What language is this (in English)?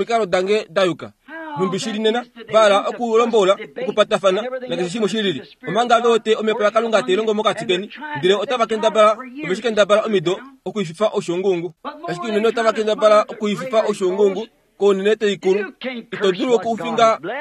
Kuanyama